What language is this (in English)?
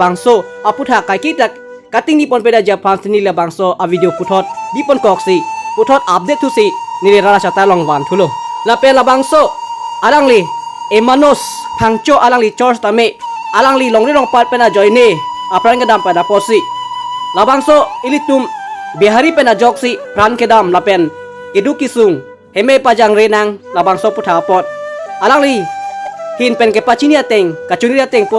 Karbi